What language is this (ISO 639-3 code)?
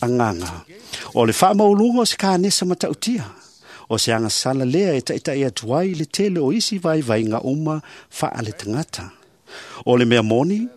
smo